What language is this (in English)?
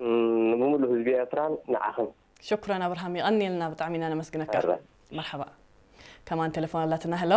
Tigrinya